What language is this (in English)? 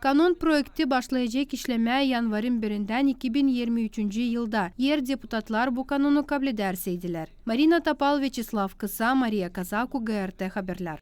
Gagauz